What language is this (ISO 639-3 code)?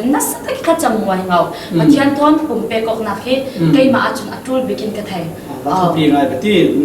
cfm